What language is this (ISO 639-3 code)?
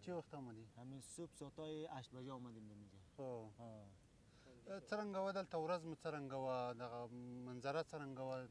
pus